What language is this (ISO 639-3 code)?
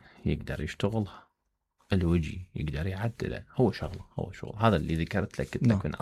acm